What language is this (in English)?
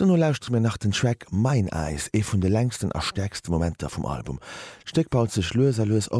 Luxembourgish